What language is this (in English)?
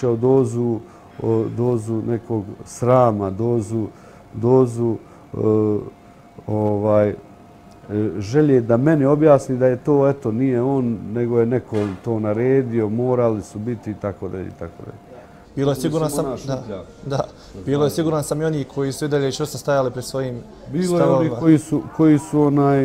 Bosnian